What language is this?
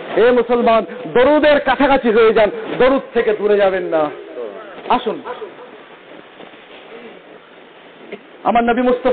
Bangla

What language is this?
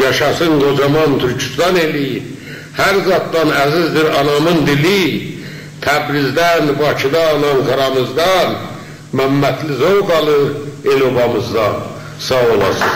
South Azerbaijani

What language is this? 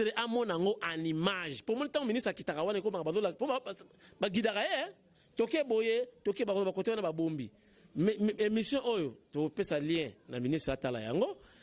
Lingala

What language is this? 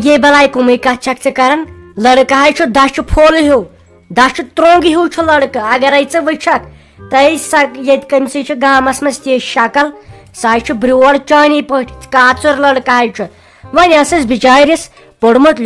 Kashmiri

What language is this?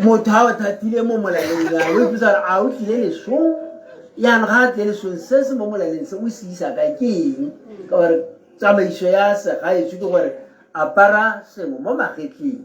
Tswana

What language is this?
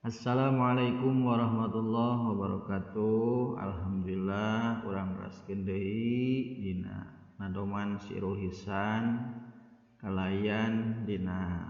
Sundanese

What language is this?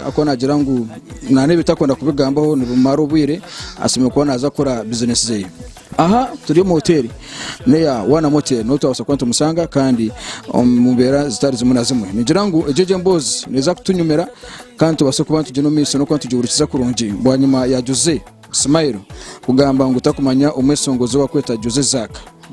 Nyankole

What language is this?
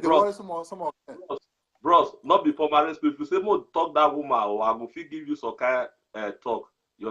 Nigerian Pidgin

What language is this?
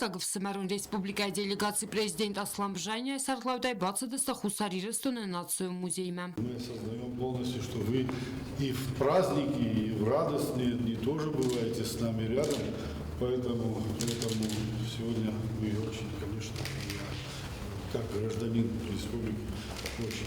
Ossetic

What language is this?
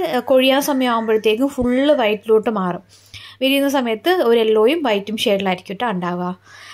Malayalam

